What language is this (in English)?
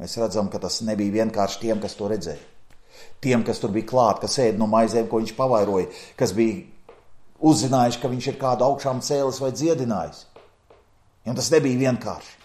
Latvian